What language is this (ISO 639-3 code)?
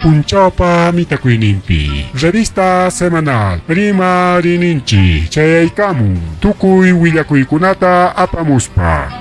quy